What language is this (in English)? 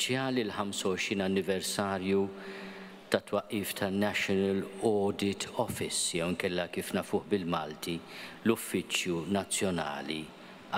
Maltese